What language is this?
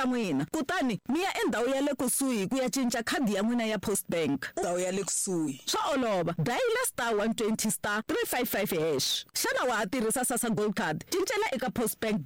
Tsonga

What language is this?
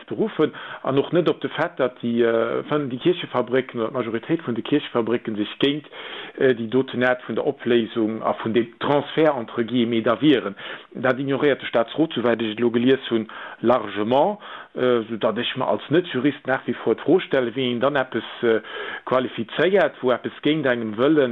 Luxembourgish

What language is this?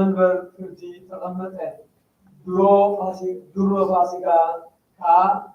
Tigrinya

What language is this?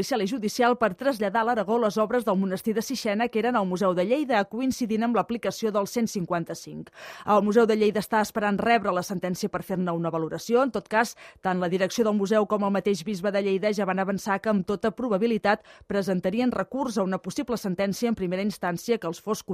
Catalan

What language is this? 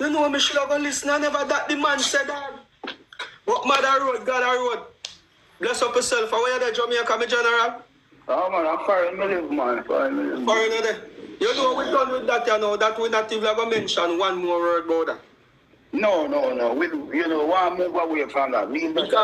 Jamaican Creole English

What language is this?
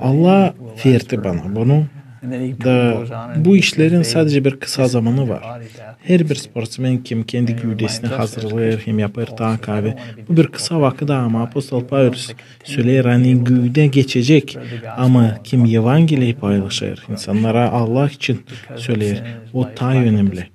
Gagauz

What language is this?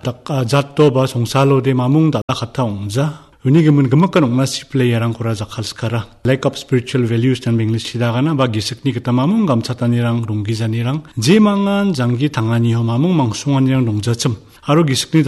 Garo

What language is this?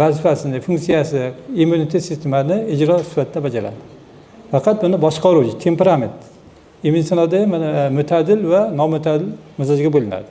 Uzbek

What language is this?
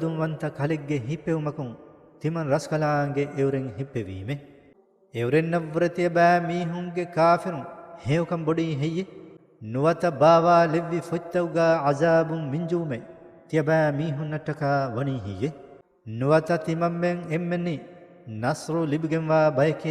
Divehi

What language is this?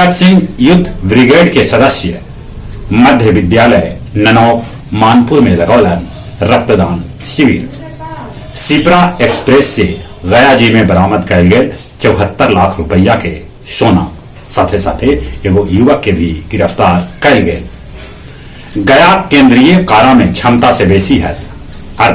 Magahi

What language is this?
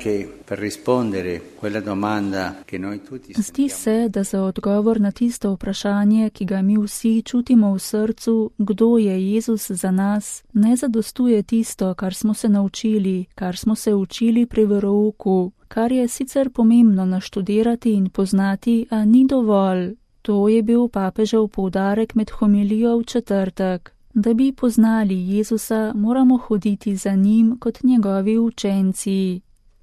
Slovenian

